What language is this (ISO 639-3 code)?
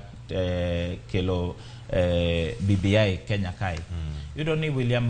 luo